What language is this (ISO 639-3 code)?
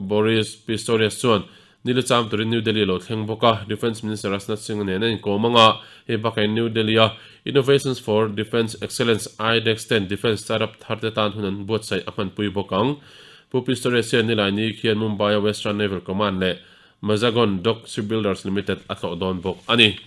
lus